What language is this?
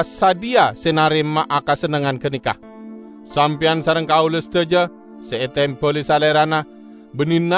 Madurese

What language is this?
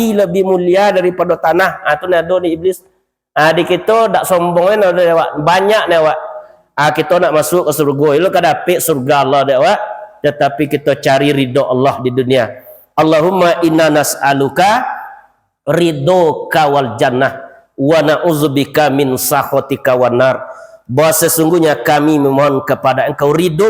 Minangkabau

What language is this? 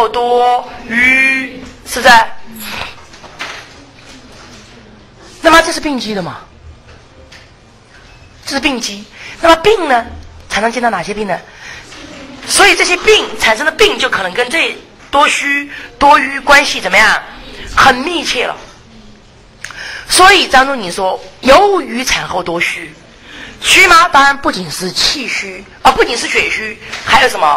Chinese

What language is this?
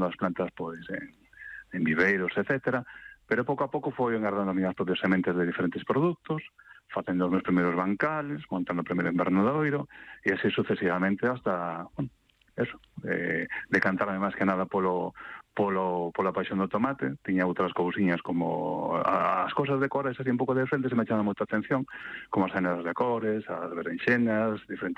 Galician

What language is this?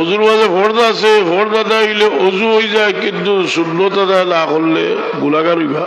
Sylheti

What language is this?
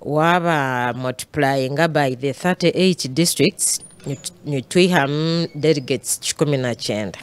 Nyankole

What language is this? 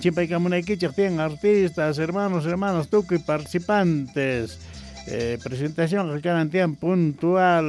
South Bolivian Quechua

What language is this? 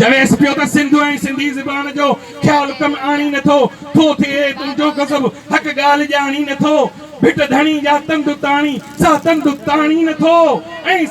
Sindhi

